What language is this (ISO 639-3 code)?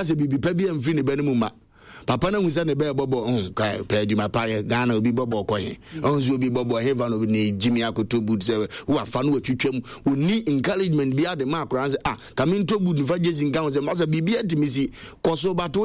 aka